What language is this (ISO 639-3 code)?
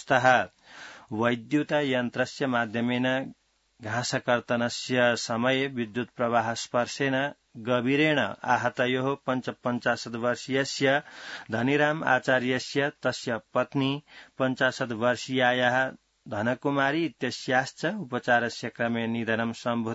san